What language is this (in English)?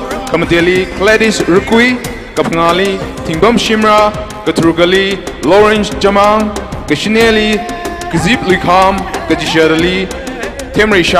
Tangkhul Naga (India)